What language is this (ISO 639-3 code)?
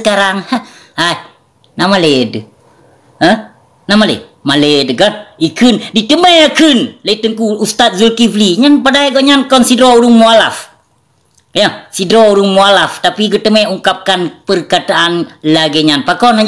ace